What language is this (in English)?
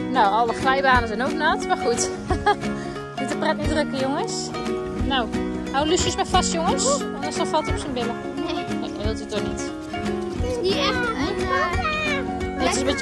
Dutch